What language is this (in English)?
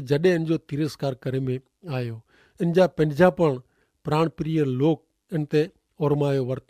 Kachhi